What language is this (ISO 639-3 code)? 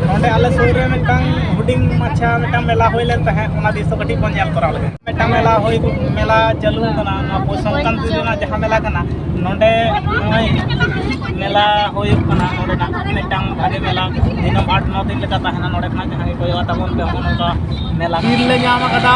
sat